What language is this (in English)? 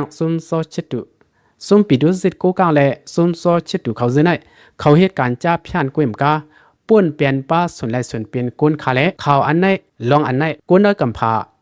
Shan